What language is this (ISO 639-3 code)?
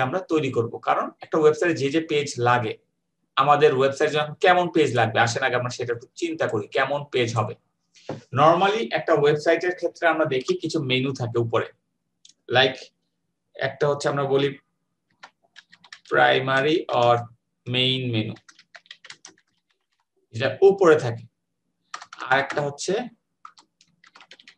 ben